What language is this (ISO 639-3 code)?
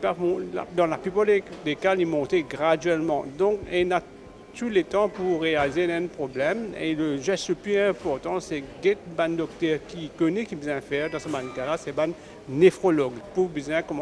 mfe